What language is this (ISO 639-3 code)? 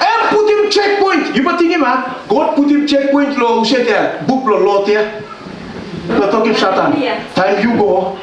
tpi